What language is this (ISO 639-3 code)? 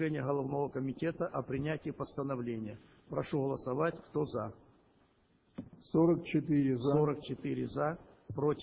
rus